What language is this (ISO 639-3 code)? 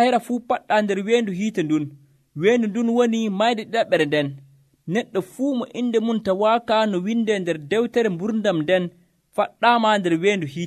fuv